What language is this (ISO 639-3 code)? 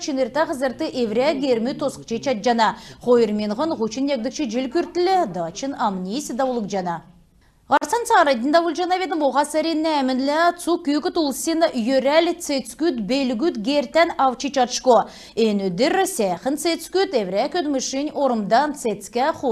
xal